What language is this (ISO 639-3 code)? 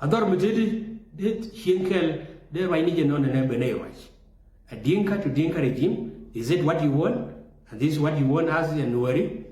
nus